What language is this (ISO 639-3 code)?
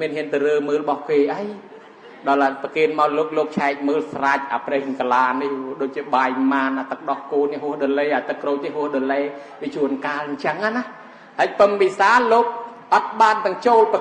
khm